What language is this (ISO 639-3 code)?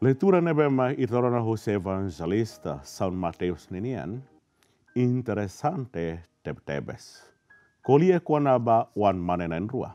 tet